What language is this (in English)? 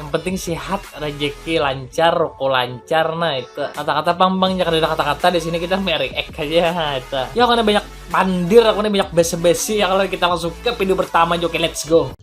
Banjar